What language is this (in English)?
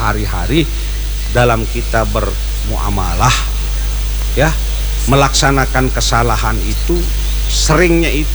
Indonesian